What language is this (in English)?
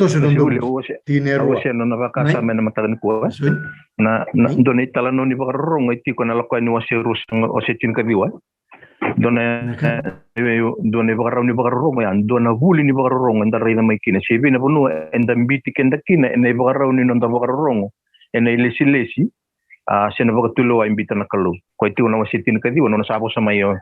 Fijian